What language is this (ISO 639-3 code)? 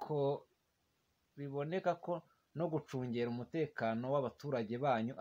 kin